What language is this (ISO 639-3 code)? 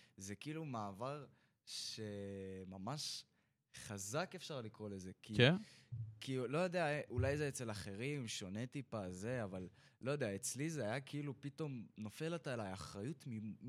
heb